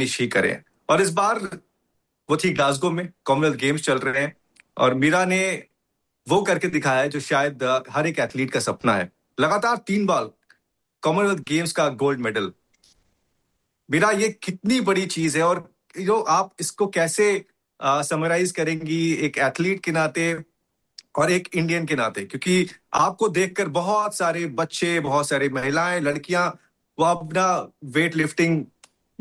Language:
Hindi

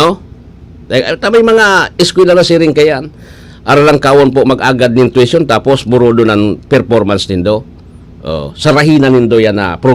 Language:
Bikol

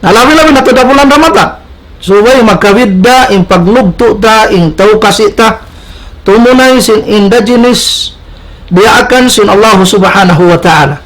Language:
Tausug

